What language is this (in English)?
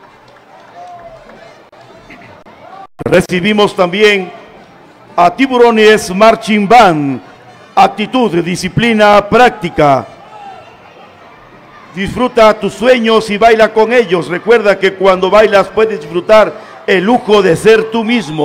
Spanish